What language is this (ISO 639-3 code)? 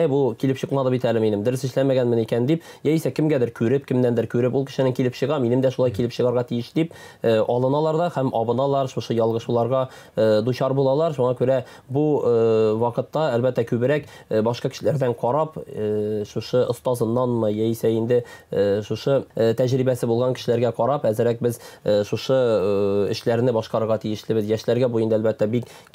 tat